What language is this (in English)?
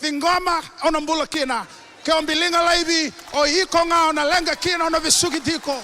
Fijian